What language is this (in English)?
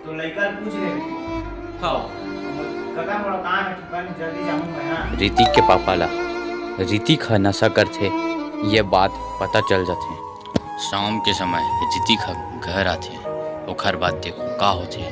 Chhattisgarhi